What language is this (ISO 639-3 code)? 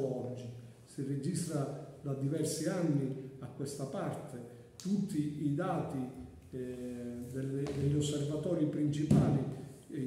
ita